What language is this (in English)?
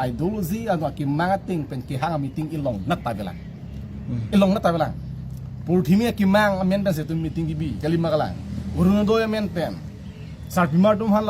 Karbi